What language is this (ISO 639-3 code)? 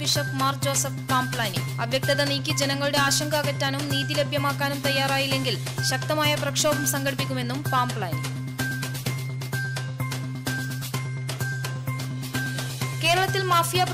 mal